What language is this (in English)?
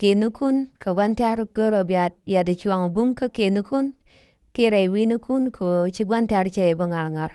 Nuer